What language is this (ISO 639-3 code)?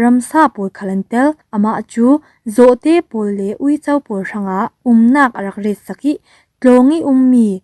cfm